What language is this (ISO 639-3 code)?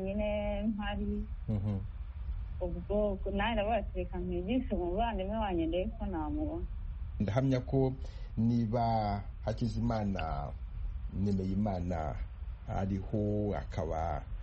kin